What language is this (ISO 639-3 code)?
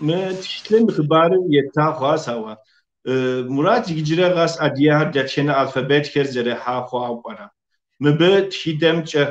kbd